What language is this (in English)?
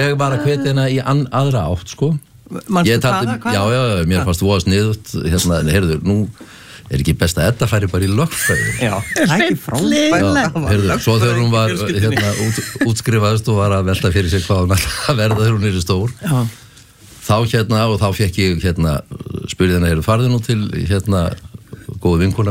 Icelandic